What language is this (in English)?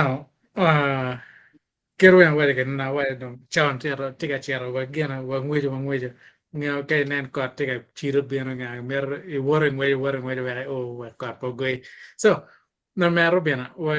Acoli